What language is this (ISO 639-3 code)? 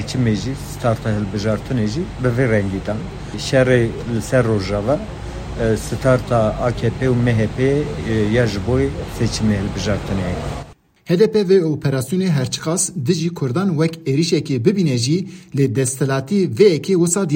kur